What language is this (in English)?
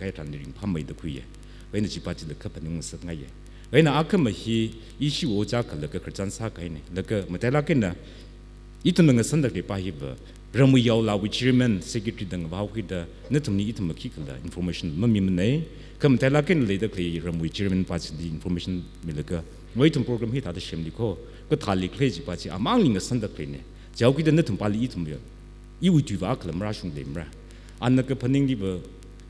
Tangkhul Naga (India)